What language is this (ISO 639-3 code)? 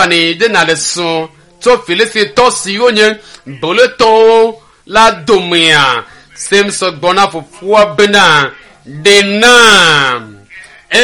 ewe